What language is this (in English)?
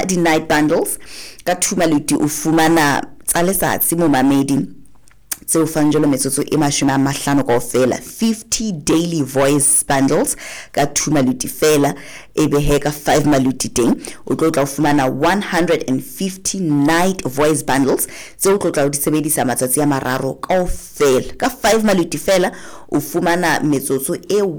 Southern Sotho